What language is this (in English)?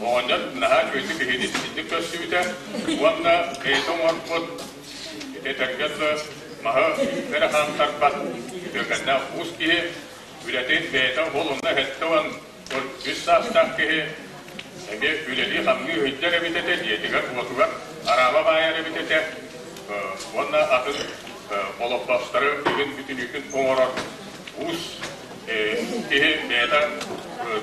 Yakut